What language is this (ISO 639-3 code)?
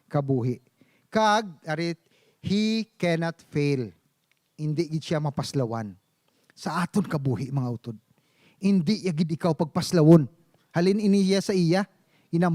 hil